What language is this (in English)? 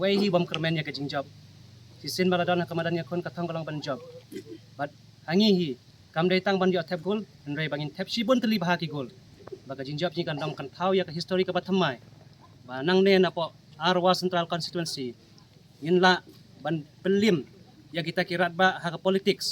Khasi